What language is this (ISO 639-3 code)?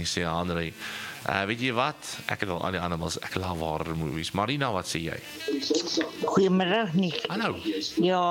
afr